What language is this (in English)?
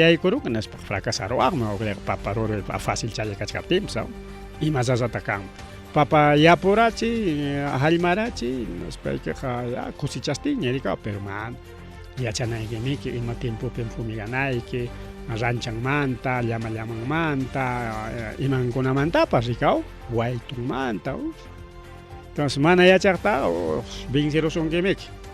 Ayacucho Quechua